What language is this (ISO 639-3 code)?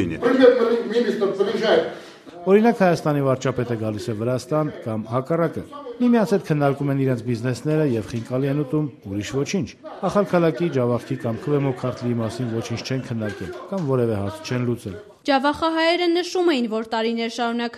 hye